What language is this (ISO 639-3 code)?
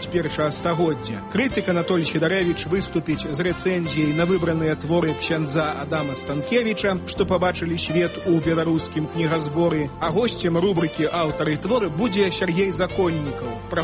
bel